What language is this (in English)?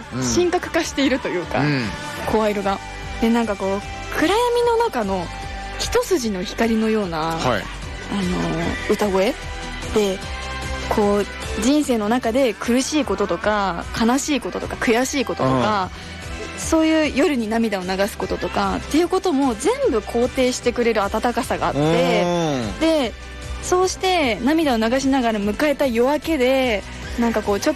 Japanese